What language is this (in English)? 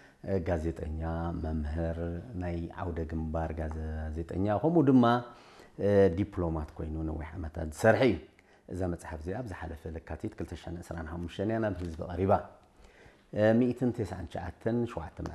Tigrinya